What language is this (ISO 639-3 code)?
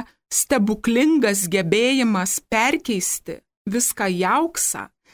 lit